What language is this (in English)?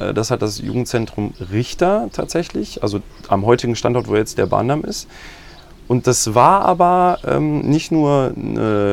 German